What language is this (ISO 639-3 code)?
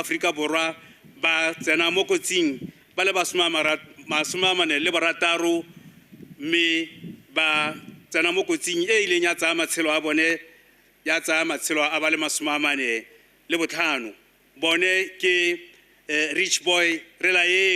tsn